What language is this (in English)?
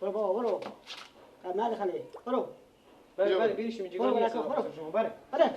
Persian